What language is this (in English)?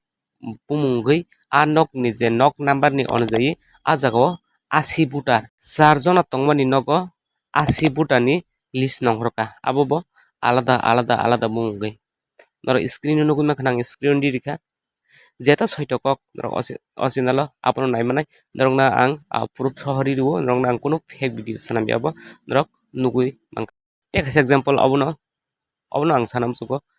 Kok Borok